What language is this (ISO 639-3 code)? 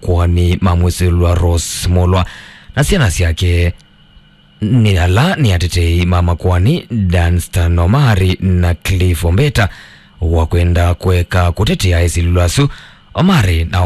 kam